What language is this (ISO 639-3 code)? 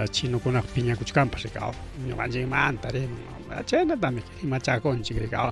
quy